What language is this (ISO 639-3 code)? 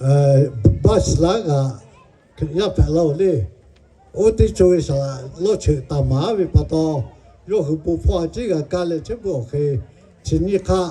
lhu